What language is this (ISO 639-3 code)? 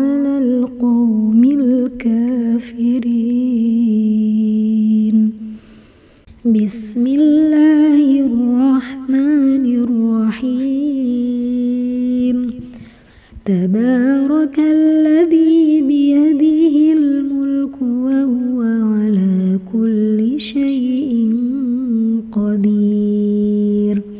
ara